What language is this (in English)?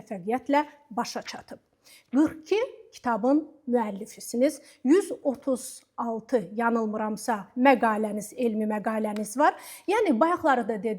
Azerbaijani